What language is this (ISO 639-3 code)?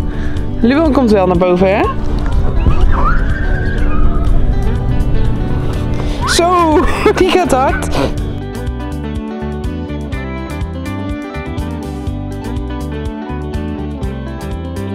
nld